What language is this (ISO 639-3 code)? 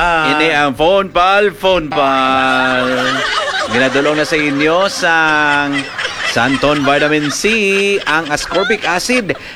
hil